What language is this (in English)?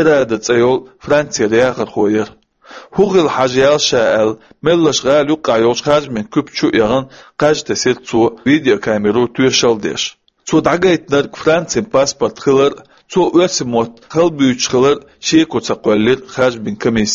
Chechen